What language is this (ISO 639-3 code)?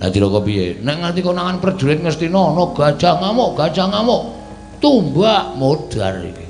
jav